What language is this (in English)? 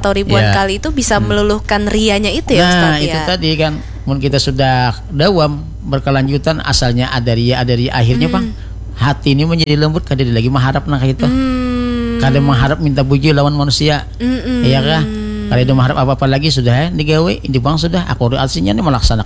Banjar